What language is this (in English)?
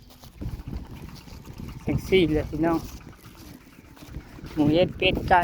Lao